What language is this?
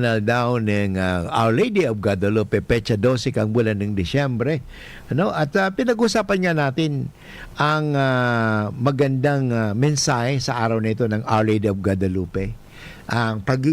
Bikol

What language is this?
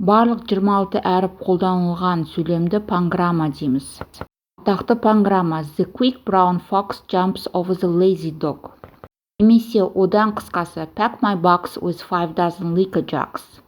Kazakh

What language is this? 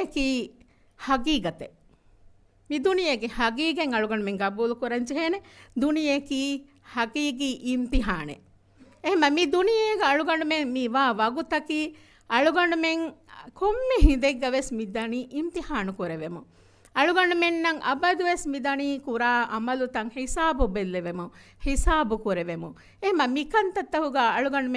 Divehi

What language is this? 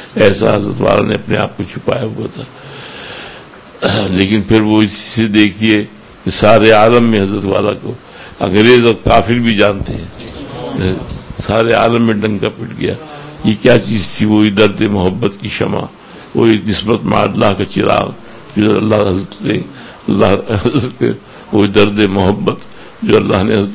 Urdu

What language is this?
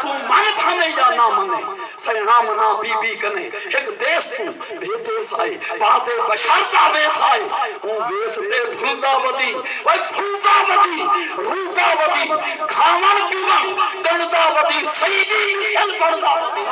Saraiki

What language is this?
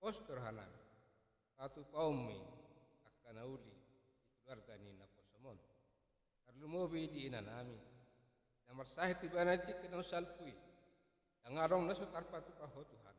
Batak Toba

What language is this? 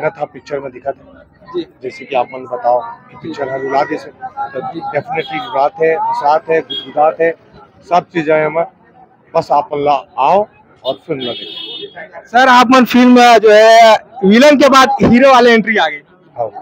Chhattisgarhi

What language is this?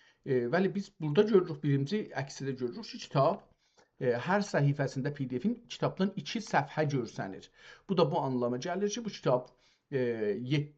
South Azerbaijani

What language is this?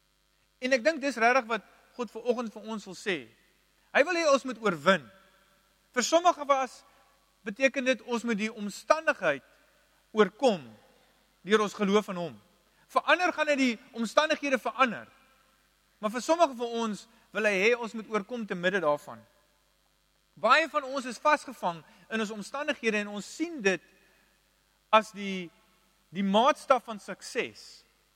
Afrikaans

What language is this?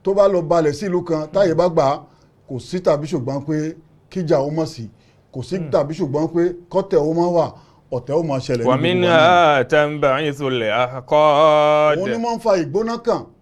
Yoruba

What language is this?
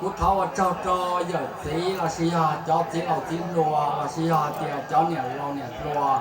Hmong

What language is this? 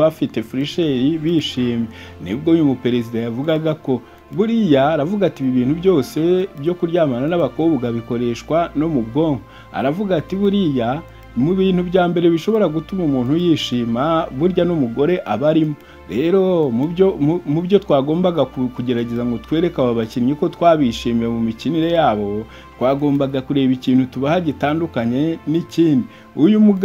Kinyarwanda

